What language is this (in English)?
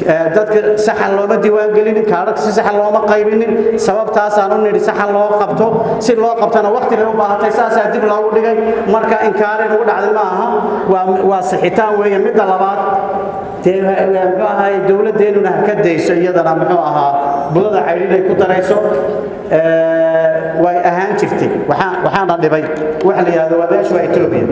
Somali